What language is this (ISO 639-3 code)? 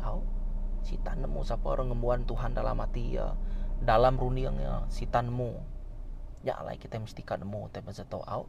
iba